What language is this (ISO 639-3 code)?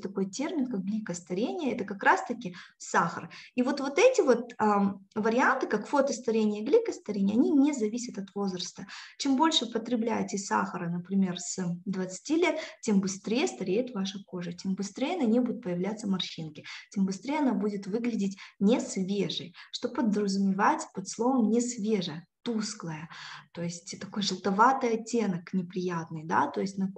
rus